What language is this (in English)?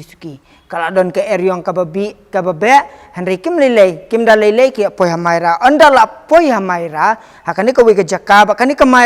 Khasi